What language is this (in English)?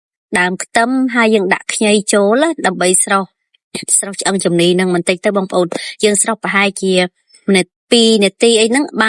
Khmer